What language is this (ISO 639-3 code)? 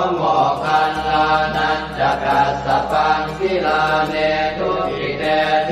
pli